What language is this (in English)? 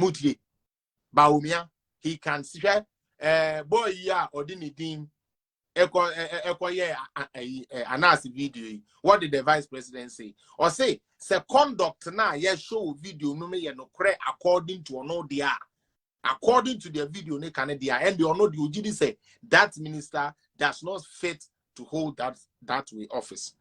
Akan